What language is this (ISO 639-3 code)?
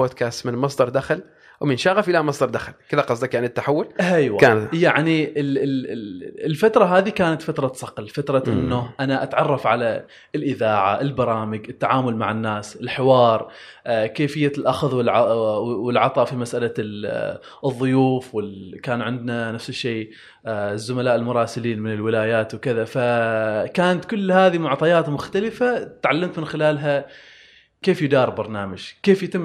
afb